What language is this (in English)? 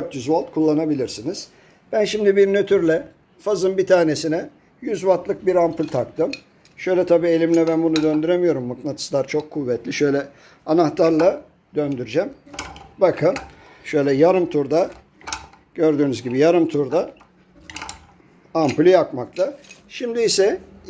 Turkish